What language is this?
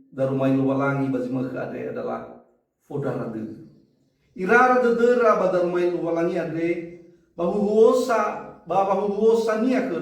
Nias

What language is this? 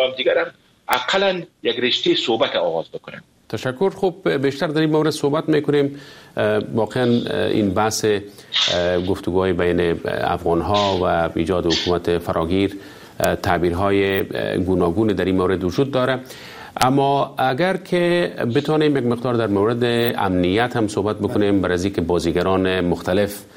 Persian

